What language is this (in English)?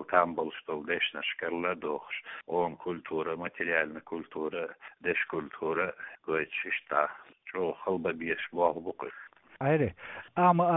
Chechen